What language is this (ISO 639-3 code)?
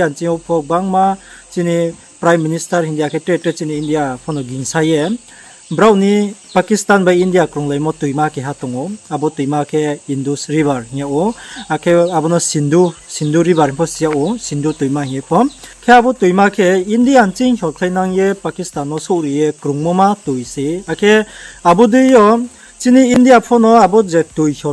ria